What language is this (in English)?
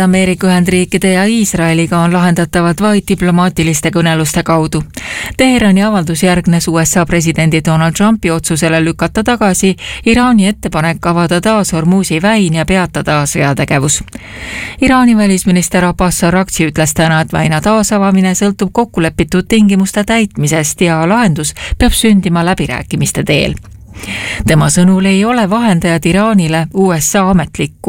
Estonian